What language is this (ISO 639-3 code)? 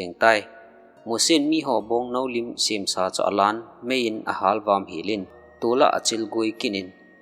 tcz